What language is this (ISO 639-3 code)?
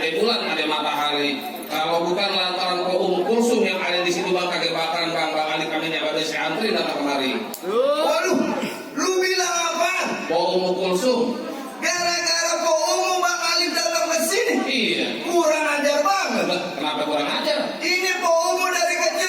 bew